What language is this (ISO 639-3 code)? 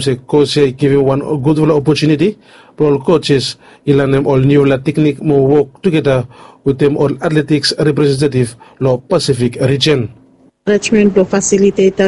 bis